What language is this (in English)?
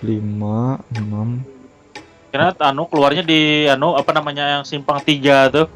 Banjar